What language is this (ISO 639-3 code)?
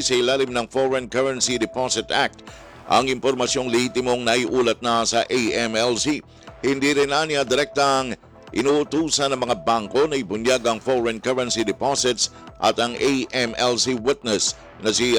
fil